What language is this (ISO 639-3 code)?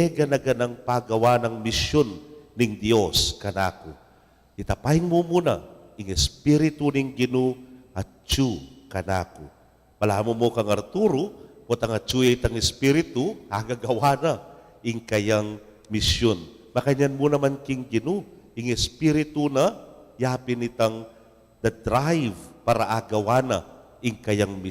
pam